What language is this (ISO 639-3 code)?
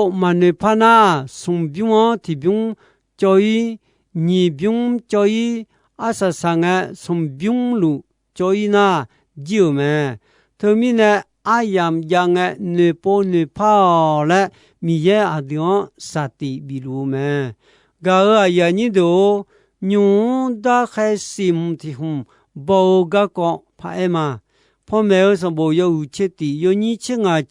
ahk